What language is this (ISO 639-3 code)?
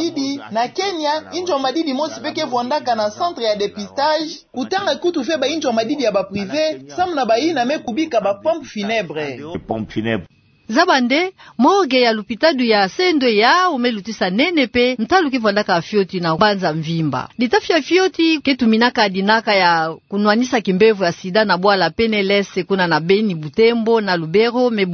ktu